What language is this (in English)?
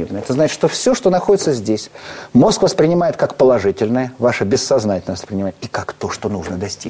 Russian